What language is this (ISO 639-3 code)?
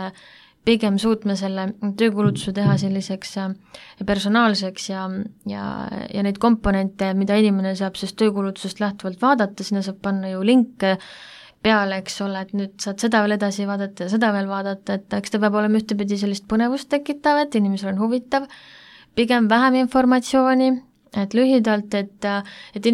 est